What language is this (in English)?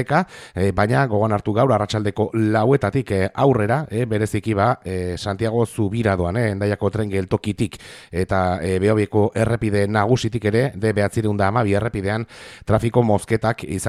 Basque